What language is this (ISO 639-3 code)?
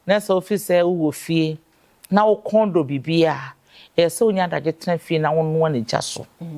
aka